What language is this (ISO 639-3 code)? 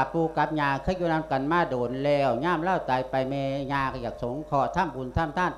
lao